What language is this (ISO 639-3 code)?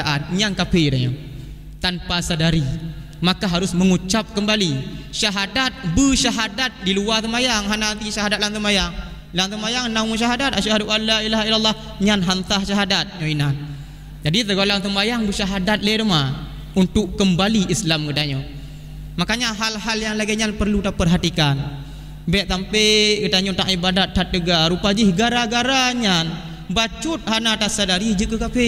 ace